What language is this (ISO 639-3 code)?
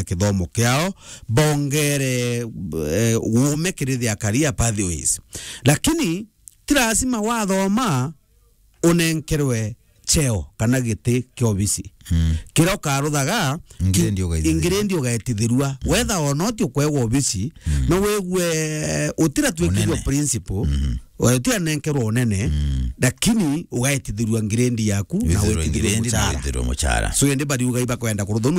mer